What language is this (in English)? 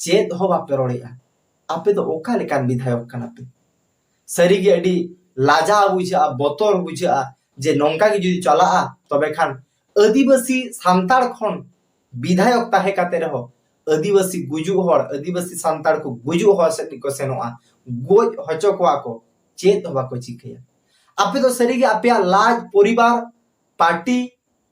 Santali